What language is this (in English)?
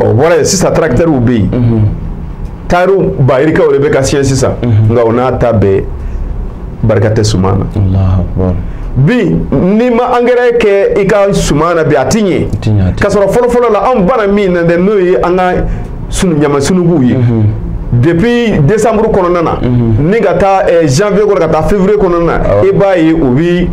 Bambara